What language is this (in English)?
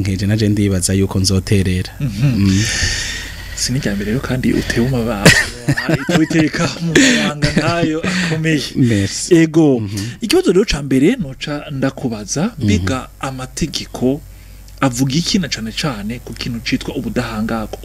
Rundi